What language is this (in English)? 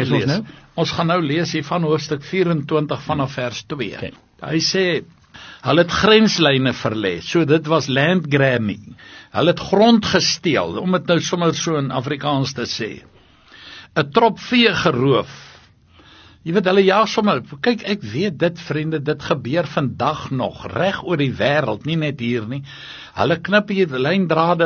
Afrikaans